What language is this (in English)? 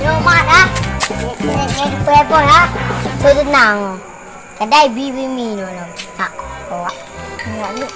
Achinese